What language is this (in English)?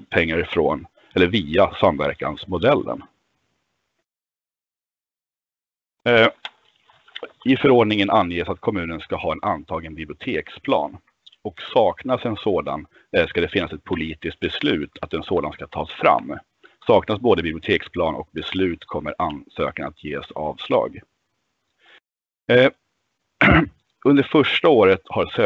Swedish